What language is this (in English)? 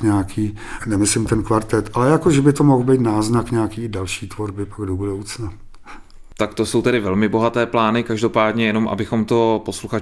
Czech